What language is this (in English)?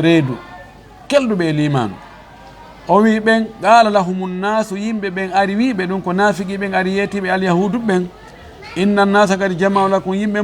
Fula